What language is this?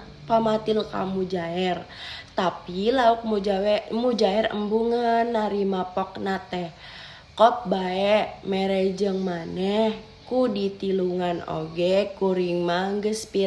Sundanese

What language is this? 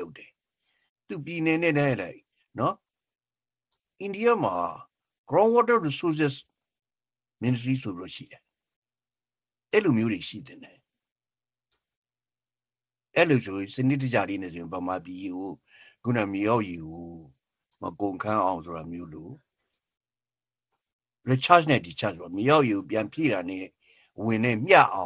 Burmese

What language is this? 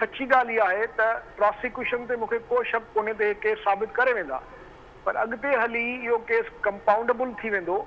Sindhi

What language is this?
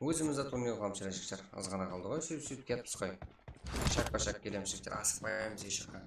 Kara-Kalpak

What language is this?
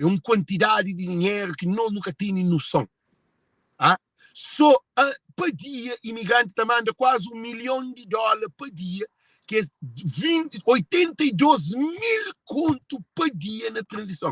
Kabuverdianu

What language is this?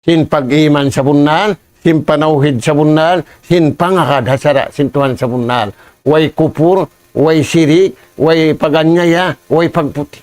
Tausug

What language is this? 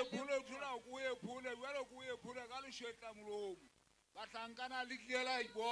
Southern Sotho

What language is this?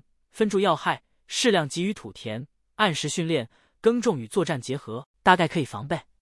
Chinese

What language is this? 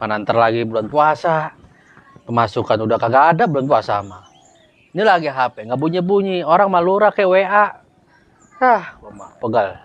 Betawi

